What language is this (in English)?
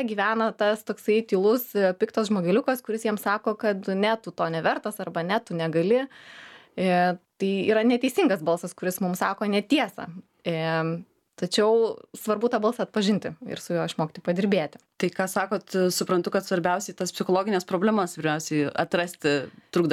Lithuanian